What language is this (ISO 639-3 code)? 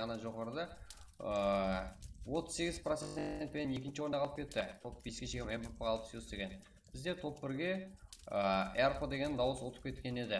kaa